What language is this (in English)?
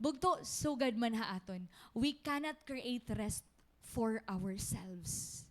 Waray